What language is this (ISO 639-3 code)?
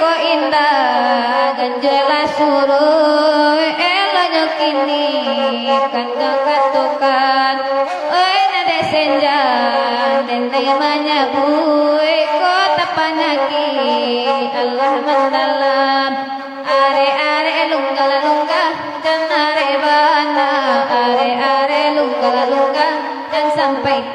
min